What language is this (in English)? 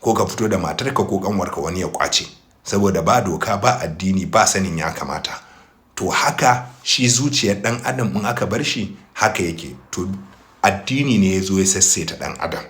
Hausa